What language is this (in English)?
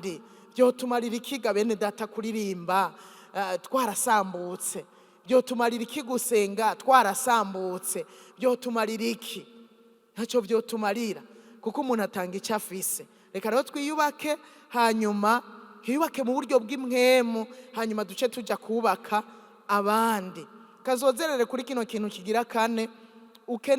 Rundi